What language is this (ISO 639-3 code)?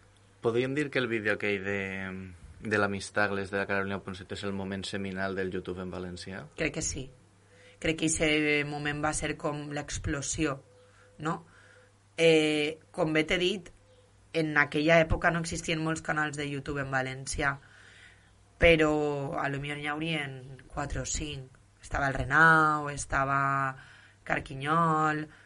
cat